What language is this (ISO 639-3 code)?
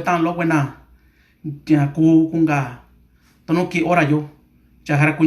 mix